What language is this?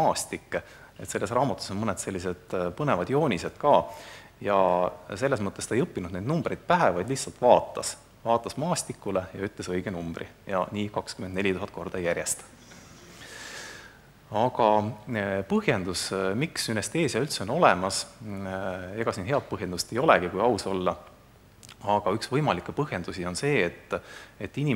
Estonian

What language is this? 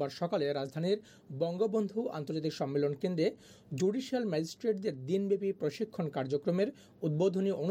Bangla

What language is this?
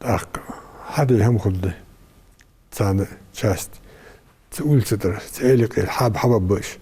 Ingush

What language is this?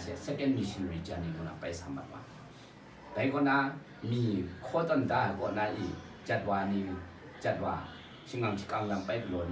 Kachin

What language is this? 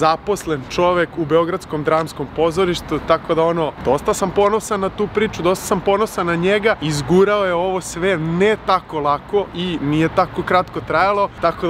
Serbian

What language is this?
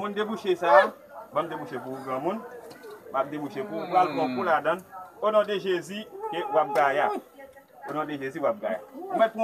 Haitian Creole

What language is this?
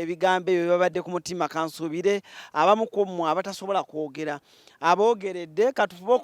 Ganda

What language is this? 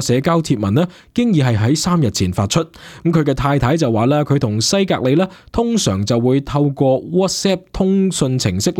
Cantonese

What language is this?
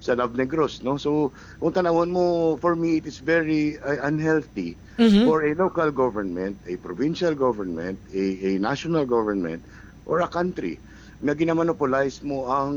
Hiligaynon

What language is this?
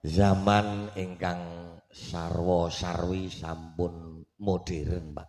Javanese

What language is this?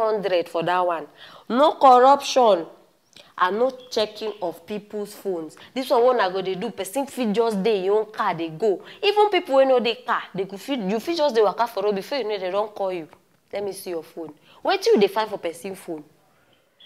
Nigerian Pidgin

